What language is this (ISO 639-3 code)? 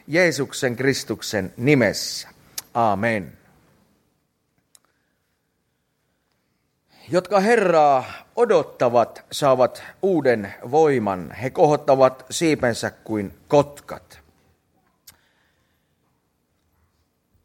fin